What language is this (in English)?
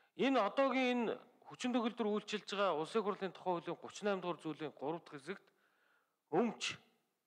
Mongolian